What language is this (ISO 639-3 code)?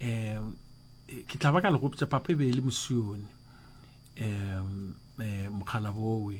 nso